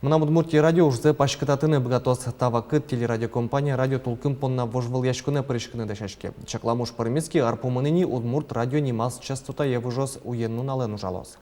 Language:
Udmurt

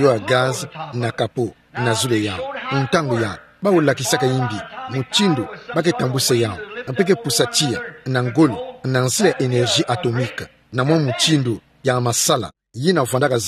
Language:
Kituba (Democratic Republic of Congo)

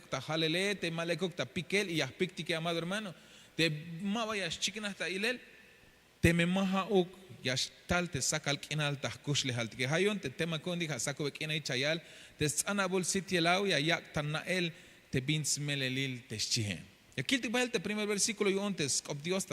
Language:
Tzeltal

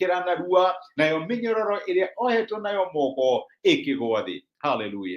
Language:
Kikuyu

